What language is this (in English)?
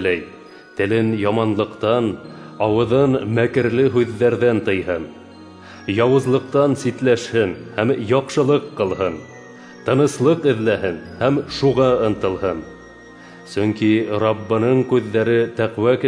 Bashkir